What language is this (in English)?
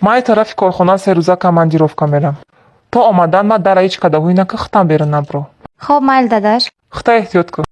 Tajik